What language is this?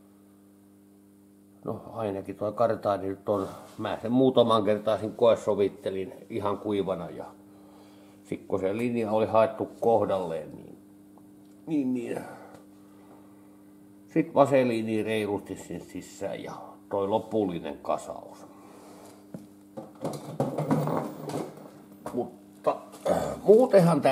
Finnish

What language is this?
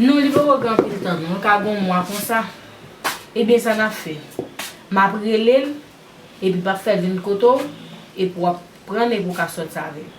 Haitian Creole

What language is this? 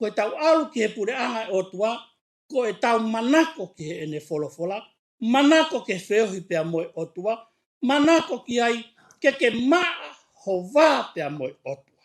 Tongan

